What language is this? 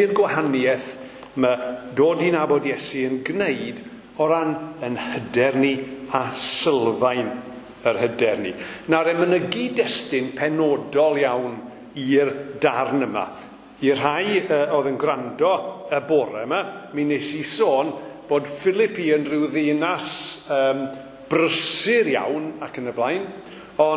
Welsh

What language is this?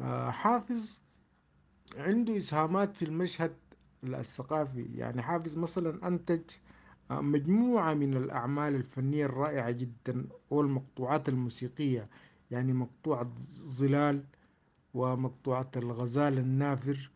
Sudanese Arabic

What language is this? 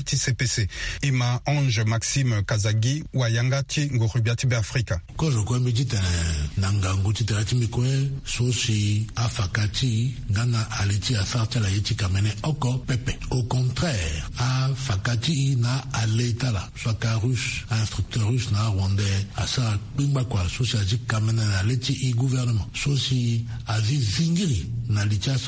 Sango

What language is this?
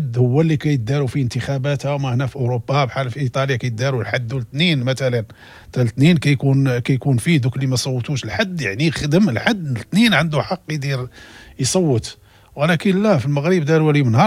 Moroccan Arabic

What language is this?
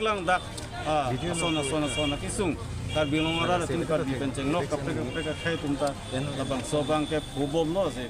Karbi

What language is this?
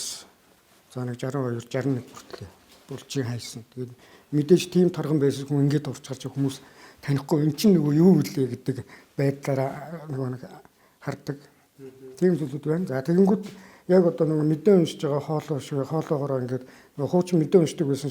Mongolian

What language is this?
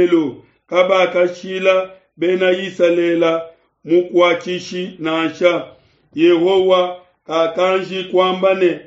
Luba-Lulua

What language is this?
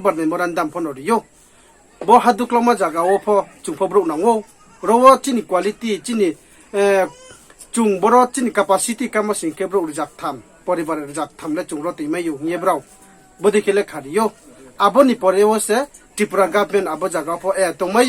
Riang (India)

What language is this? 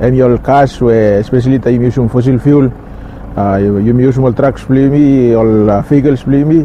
Bislama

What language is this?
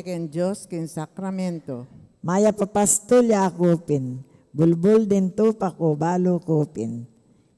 Pampanga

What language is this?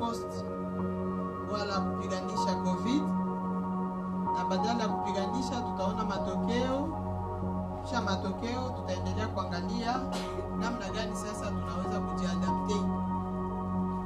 Swahili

